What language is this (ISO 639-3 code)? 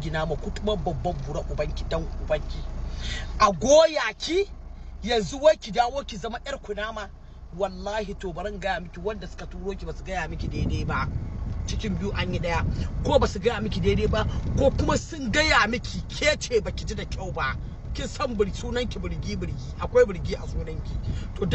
hau